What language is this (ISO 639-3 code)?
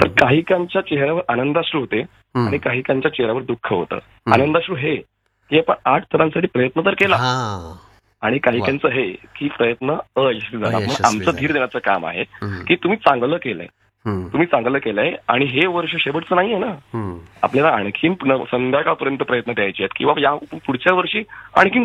mar